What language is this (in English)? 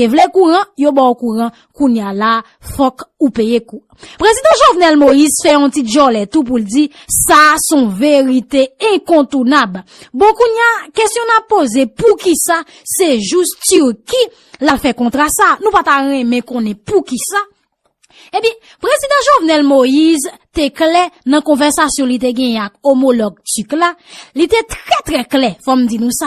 Haitian Creole